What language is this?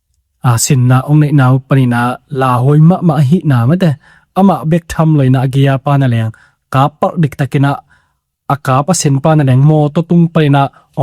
Tedim Chin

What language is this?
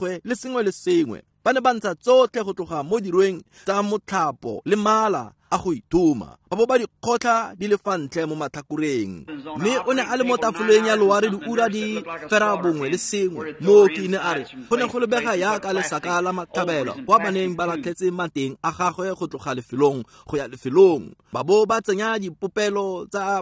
Tswana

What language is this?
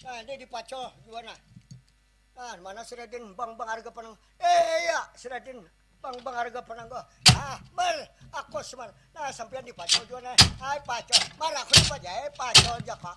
Banjar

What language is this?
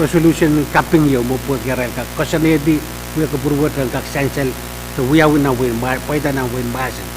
Pohnpeian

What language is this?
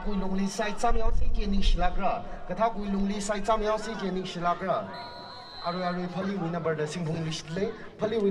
Tangkhul Naga (India)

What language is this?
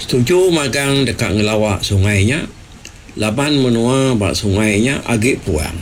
Iban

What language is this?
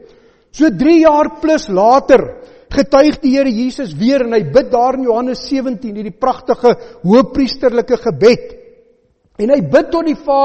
Afrikaans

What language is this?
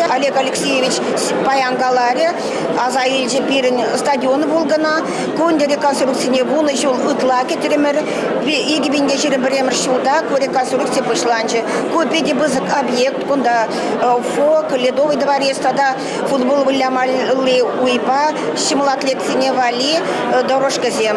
Chuvash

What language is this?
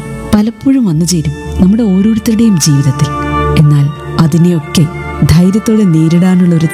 Malayalam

